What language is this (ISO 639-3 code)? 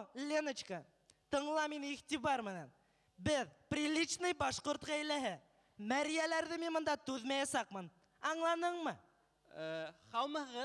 bak